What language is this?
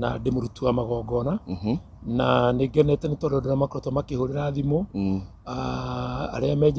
Kikuyu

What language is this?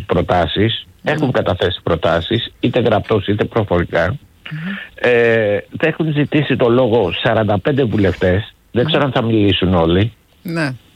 Greek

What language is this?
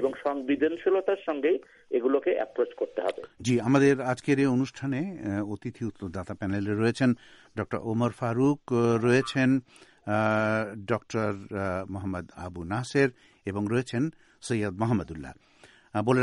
Bangla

